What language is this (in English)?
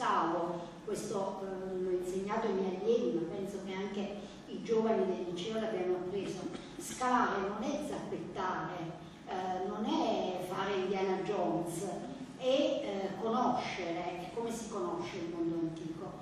Italian